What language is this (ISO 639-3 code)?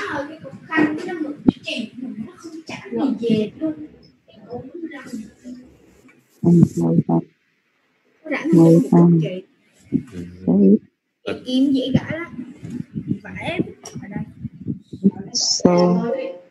vie